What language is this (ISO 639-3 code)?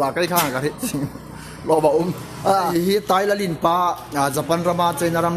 hmr